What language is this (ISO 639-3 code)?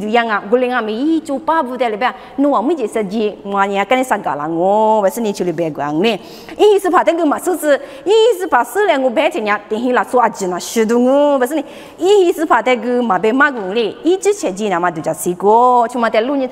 lis